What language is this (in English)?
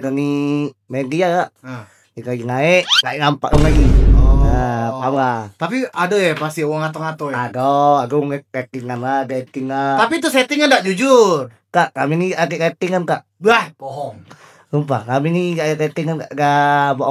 Musi